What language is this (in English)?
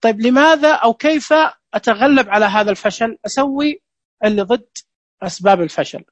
Najdi Arabic